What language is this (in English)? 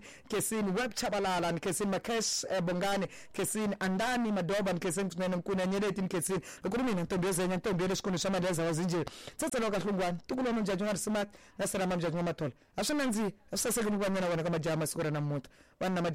Tsonga